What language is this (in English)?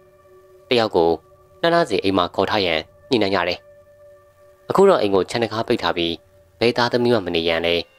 Burmese